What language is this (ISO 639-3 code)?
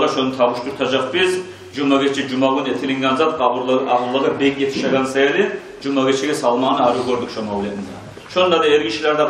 kum